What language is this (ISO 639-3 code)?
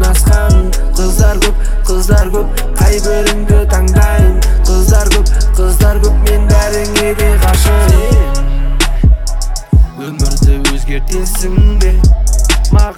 kaz